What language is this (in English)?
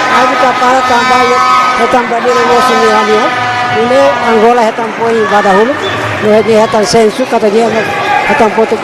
Tetum